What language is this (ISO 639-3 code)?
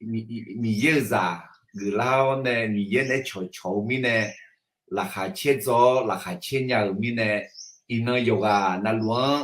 ahk